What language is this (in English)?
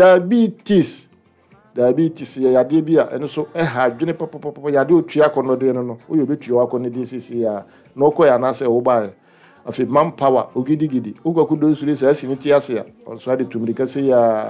Akan